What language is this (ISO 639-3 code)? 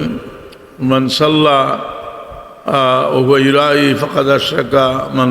syl